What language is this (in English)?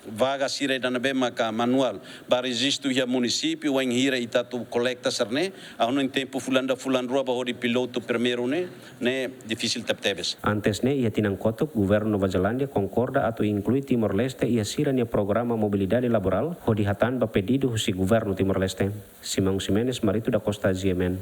Tetum